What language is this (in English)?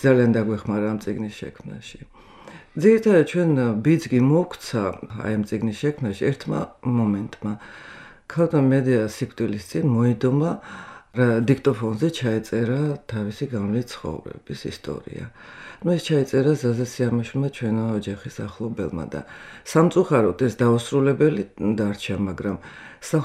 Georgian